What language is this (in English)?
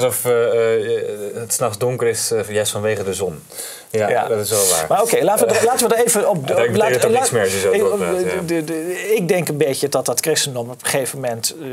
Dutch